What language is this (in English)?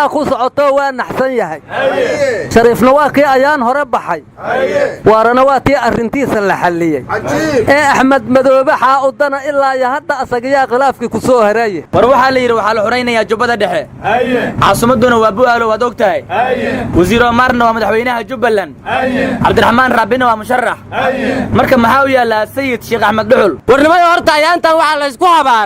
Somali